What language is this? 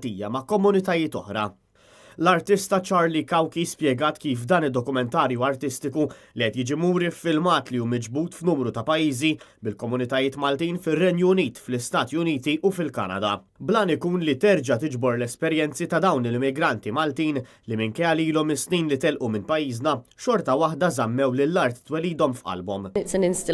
Maltese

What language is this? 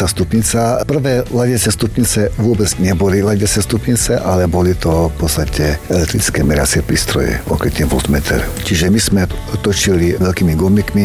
Slovak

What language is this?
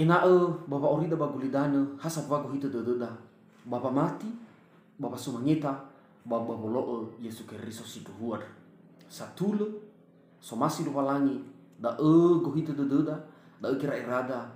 Nias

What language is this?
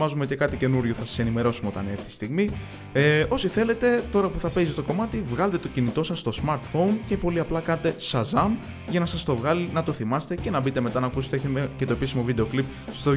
Greek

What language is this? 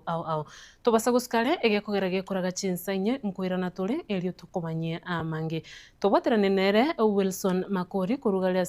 Gusii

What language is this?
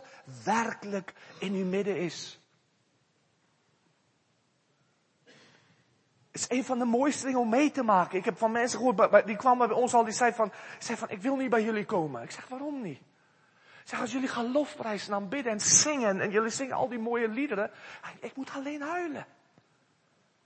Dutch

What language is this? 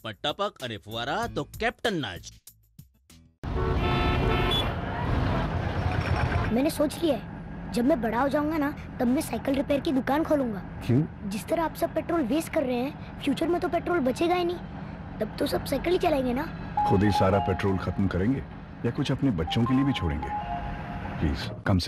Gujarati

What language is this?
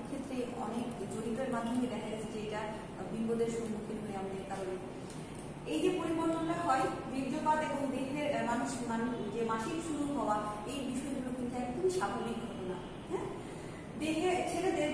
Bangla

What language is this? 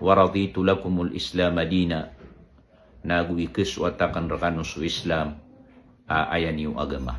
Maranao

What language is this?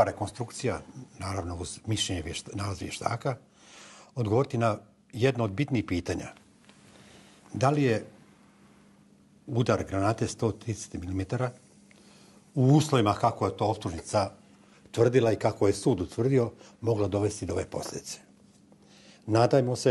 Bosnian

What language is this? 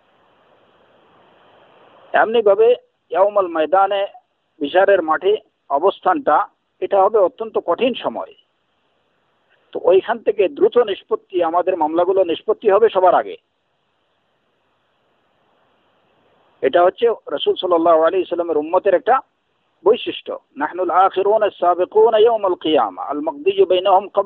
Bangla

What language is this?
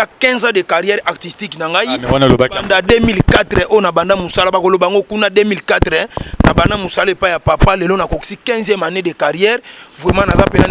Lingala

